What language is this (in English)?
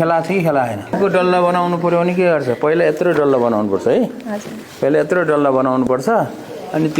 Nepali